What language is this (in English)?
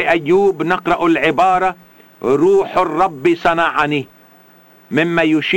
Arabic